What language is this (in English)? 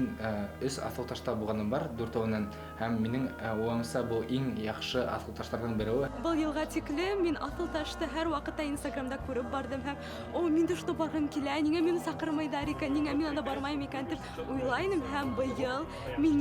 Bashkir